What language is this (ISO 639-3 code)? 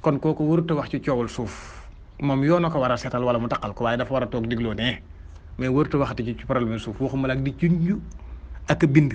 wol